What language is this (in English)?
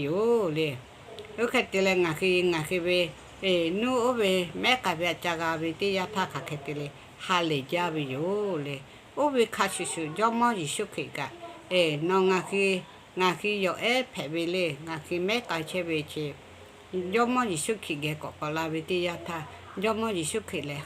Lahu